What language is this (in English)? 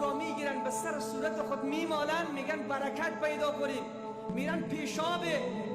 Persian